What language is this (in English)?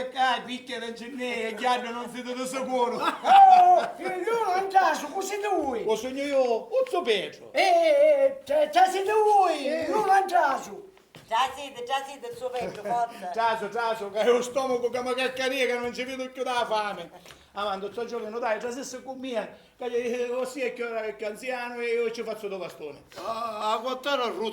Sicilian